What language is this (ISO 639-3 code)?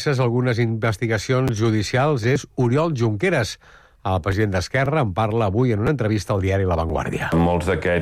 cat